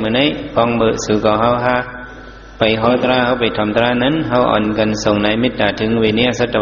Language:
Shan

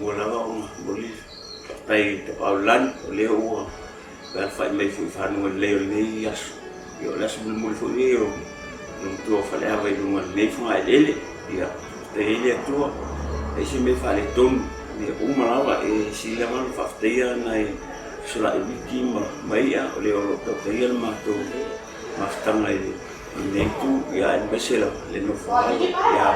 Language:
Samoan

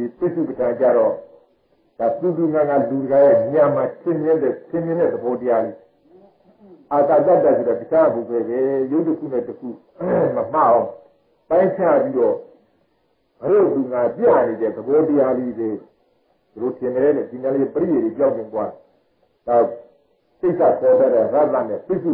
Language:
Burmese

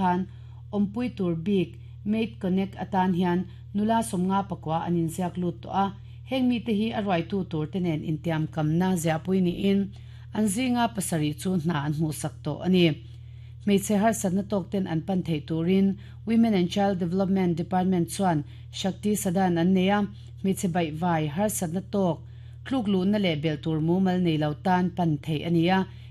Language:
Mizo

